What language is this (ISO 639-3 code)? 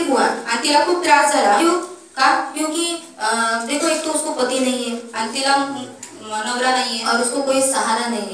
mar